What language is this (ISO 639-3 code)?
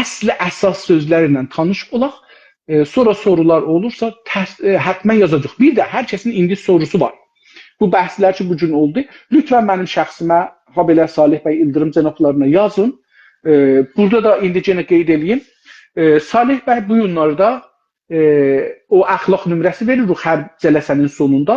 azb